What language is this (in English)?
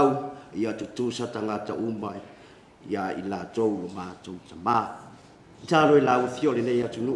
Samoan